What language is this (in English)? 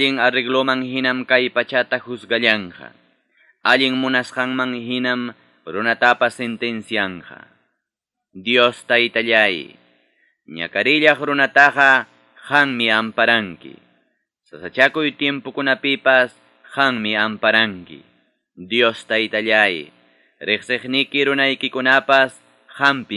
Ayacucho Quechua